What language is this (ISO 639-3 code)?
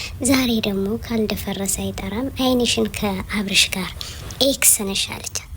amh